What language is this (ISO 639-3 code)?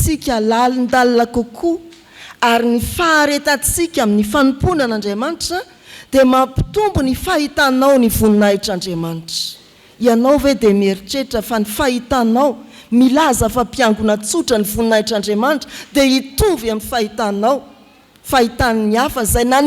mlg